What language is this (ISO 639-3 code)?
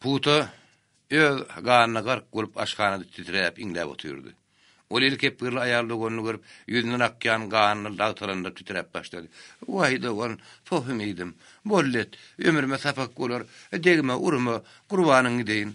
tuk